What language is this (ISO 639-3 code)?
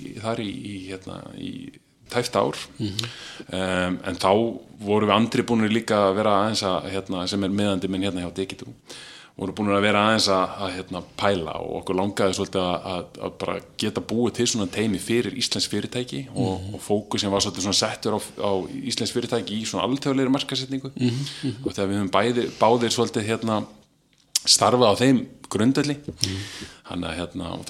isl